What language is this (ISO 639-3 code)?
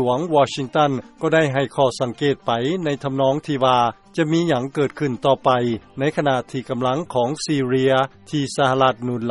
lao